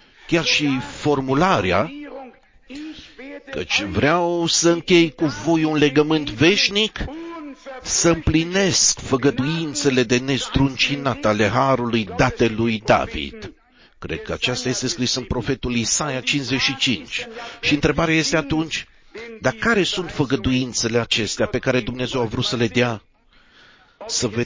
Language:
Romanian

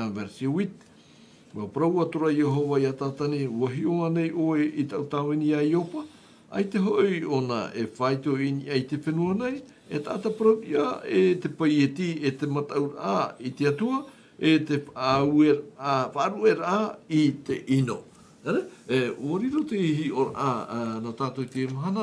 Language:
Tahitian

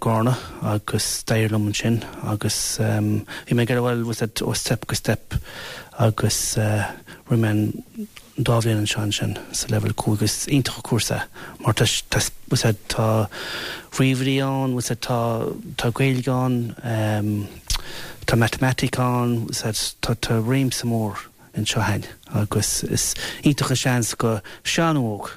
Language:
Irish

